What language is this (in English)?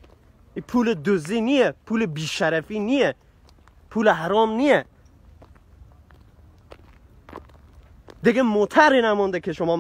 Persian